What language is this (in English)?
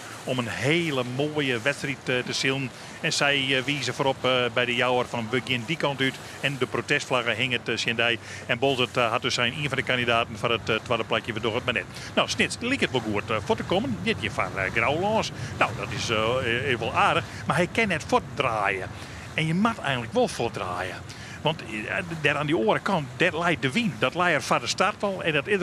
Western Frisian